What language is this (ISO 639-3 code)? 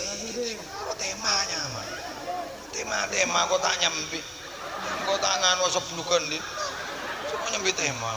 mad